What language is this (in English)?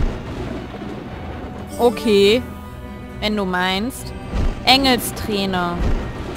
German